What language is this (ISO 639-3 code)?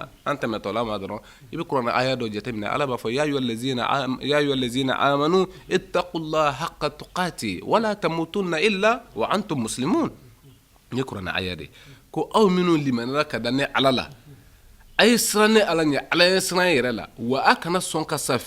bam